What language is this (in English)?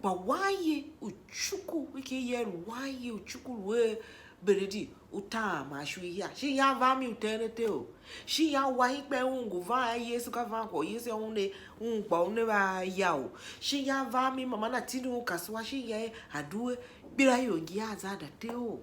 Tiv